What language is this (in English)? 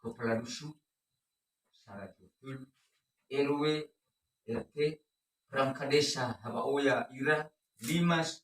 Nias